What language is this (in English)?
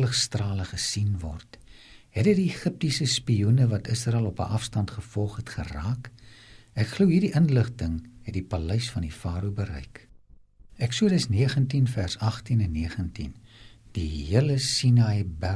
Afrikaans